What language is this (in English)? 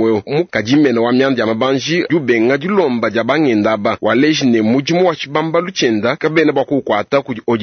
Luba-Lulua